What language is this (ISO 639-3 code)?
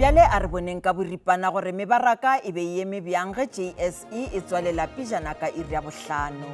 nso